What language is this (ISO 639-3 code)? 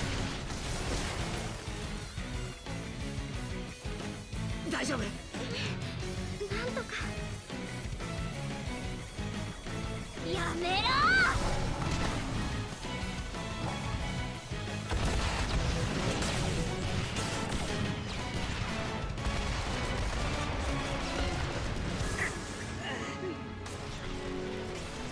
jpn